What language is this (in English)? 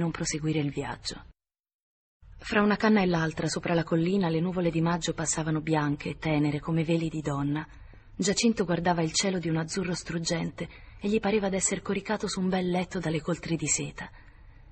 Italian